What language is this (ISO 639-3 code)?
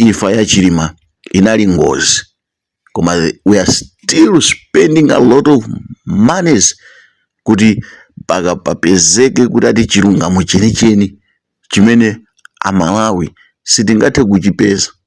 nya